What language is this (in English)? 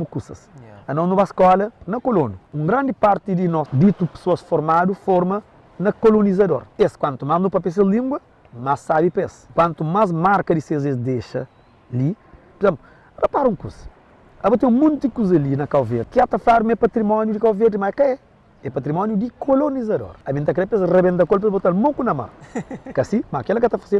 Kabuverdianu